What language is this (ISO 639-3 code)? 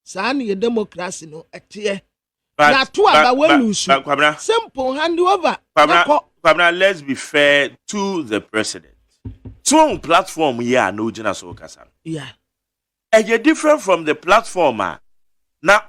aka